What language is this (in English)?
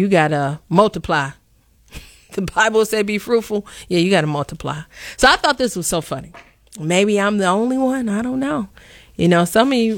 English